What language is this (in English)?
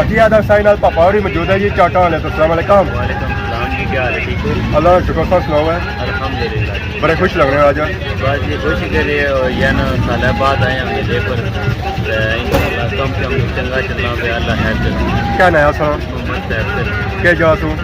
Pahari-Potwari